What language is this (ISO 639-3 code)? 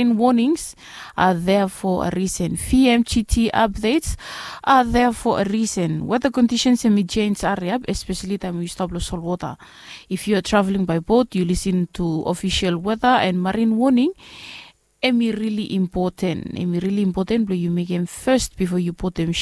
bis